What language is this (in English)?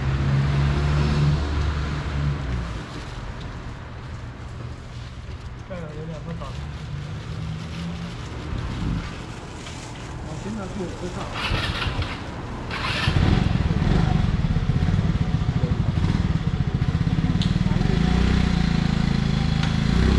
Chinese